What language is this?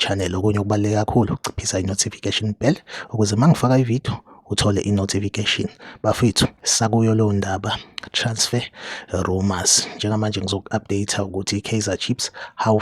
Zulu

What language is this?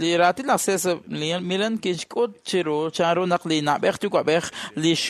Kekchí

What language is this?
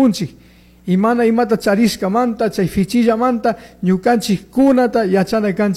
Chimborazo Highland Quichua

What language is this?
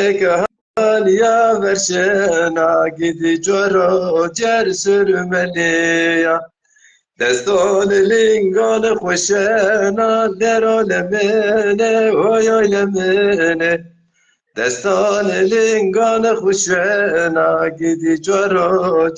Zaza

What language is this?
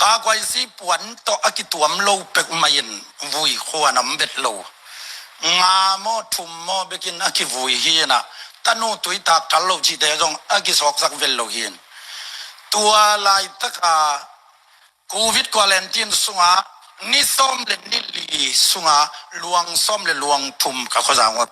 Tedim Chin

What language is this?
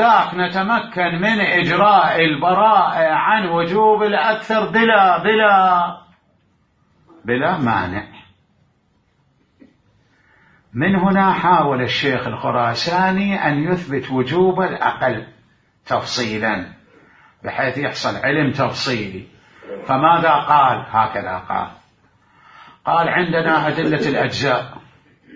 Arabic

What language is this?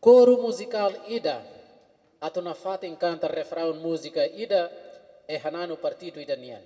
Tetum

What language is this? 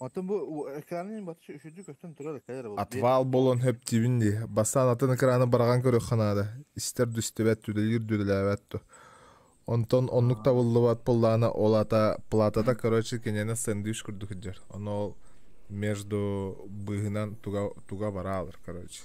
Yakut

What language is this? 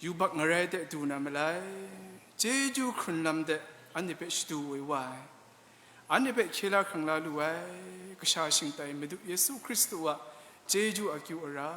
Kachin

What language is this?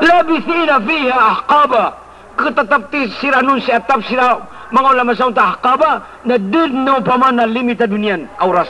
Maranao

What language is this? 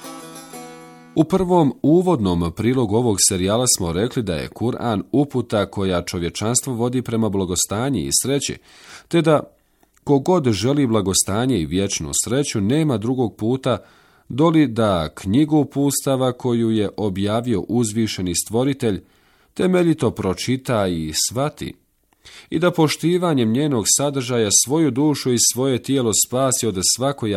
Bosnian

